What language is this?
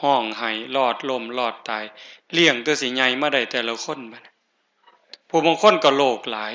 Northeastern Thai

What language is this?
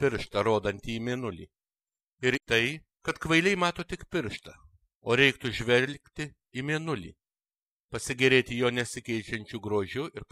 Lithuanian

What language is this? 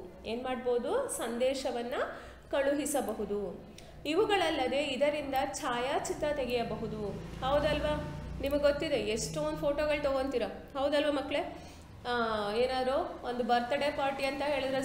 Kannada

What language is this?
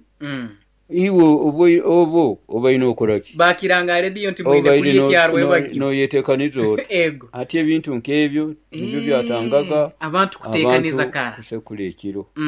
Nyoro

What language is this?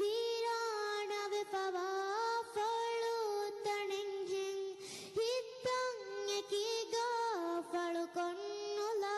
Divehi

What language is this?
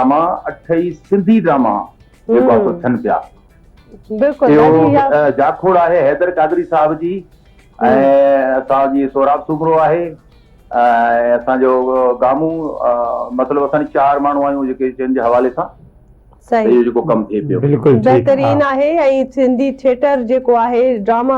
Sindhi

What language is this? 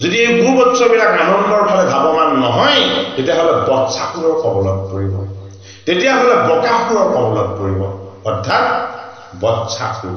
Assamese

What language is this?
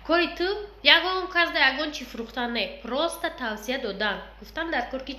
Tajik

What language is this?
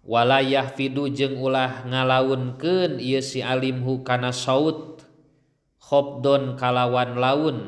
Sundanese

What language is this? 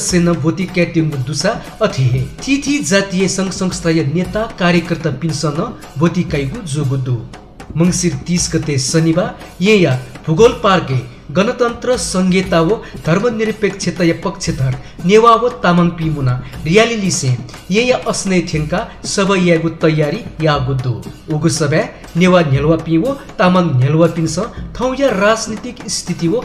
Newari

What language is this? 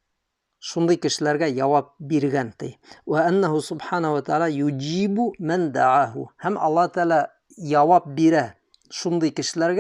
Bashkir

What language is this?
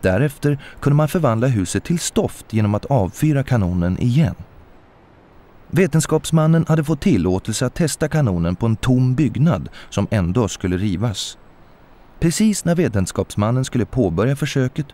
Swedish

